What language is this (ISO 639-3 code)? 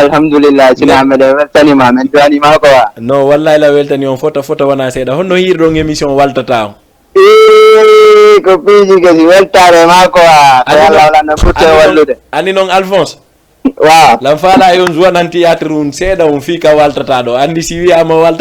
ful